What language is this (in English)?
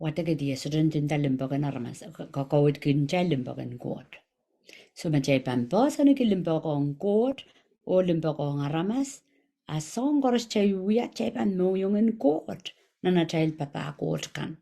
Pohnpeian